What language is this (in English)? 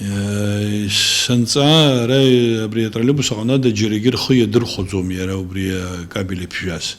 Abkhazian